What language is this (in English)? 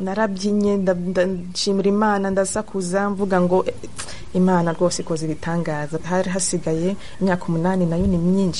Kinyarwanda